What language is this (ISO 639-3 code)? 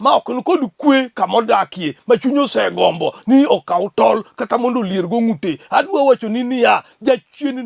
luo